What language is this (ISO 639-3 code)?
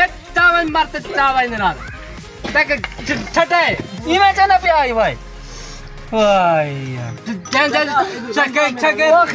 skr